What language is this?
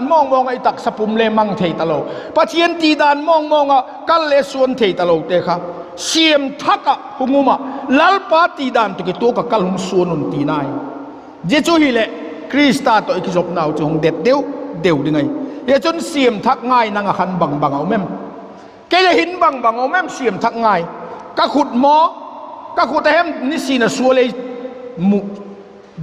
Vaiphei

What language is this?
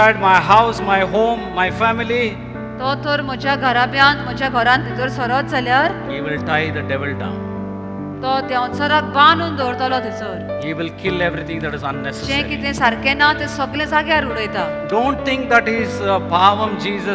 Konkani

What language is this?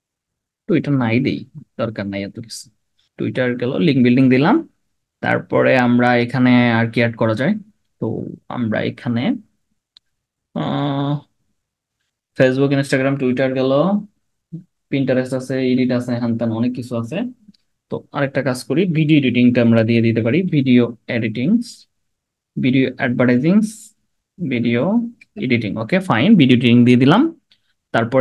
Bangla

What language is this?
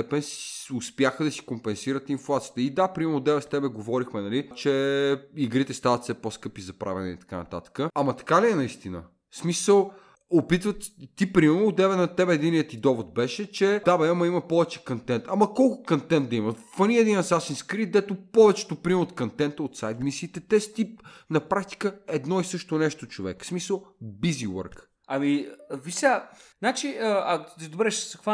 Bulgarian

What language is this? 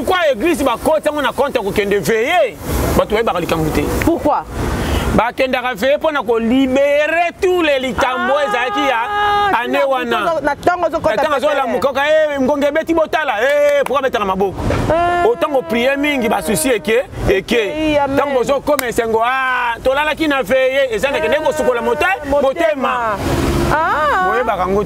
Lingala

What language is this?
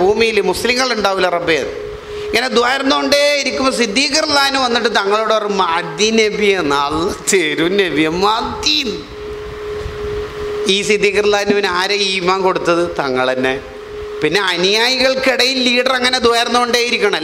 Malayalam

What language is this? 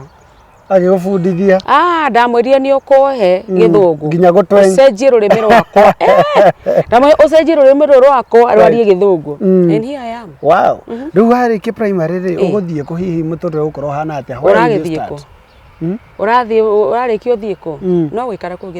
Kikuyu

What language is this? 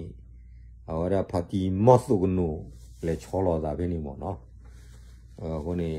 S'gaw Karen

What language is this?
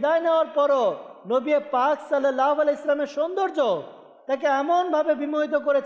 Bangla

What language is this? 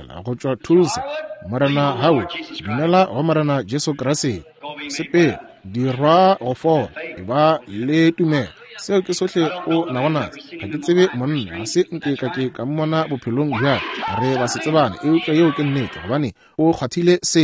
Northern Sotho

